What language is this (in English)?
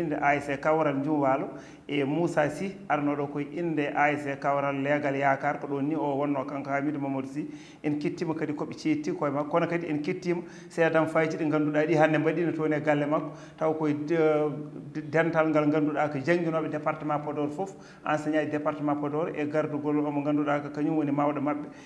Fula